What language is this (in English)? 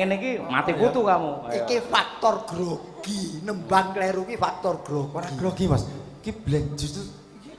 Javanese